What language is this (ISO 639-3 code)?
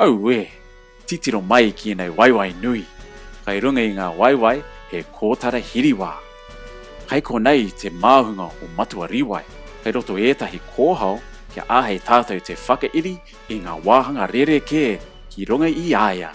mri